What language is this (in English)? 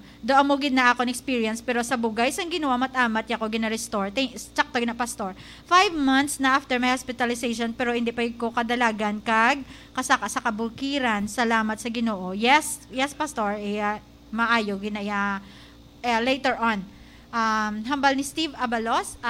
Hiligaynon